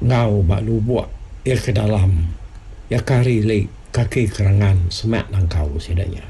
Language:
Iban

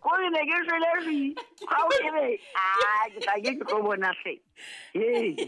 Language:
Southern Sotho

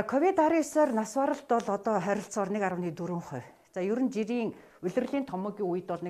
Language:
Mongolian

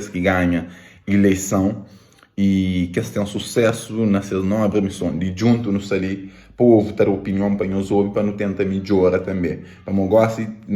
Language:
Kabuverdianu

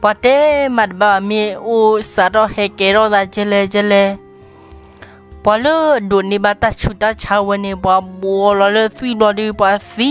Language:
S'gaw Karen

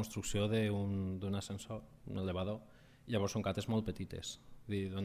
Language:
Catalan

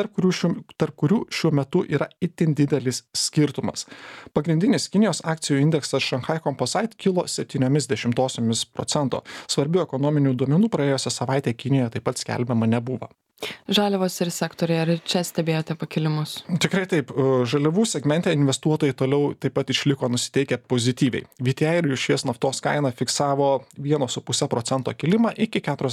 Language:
Lithuanian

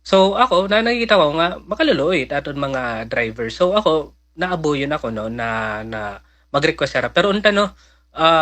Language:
Waray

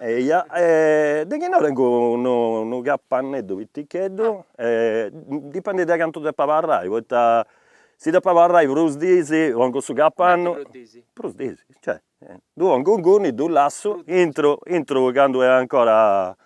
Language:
Sardinian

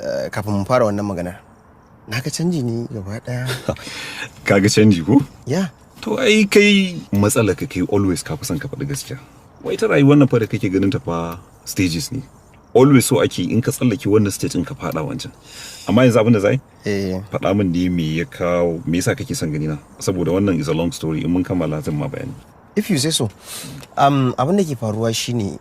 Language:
Hausa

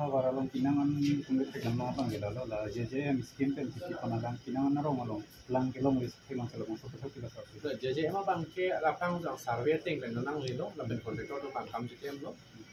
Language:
Karbi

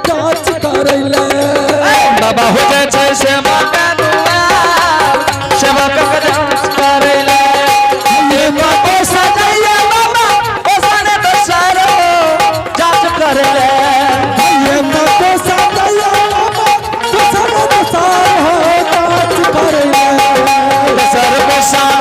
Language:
Angika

